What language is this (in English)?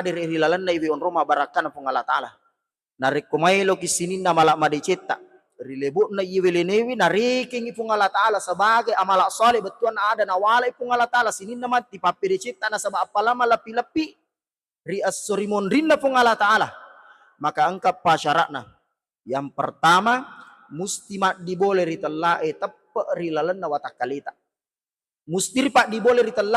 Buginese